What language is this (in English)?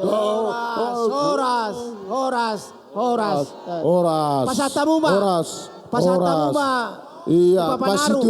Batak Toba